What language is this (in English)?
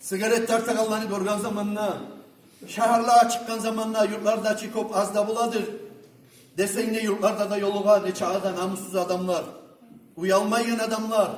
Kumyk